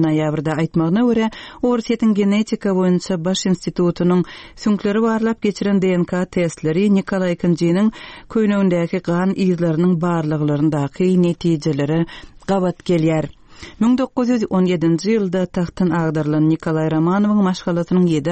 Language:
Turkmen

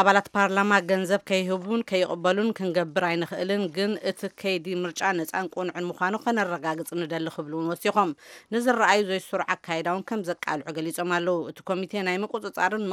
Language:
Tigrinya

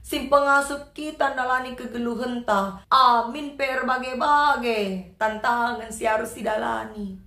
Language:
Batak Karo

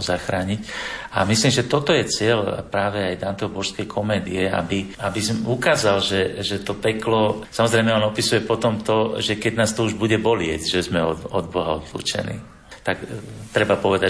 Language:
Slovak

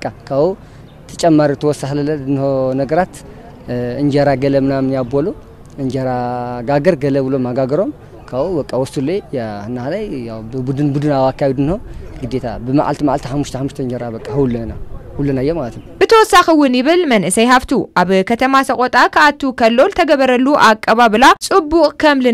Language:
Tigrinya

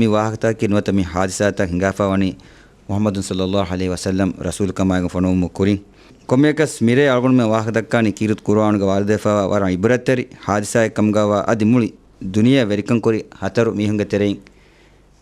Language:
Divehi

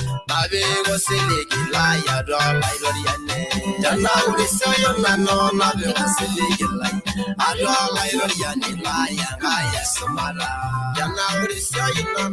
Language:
Masai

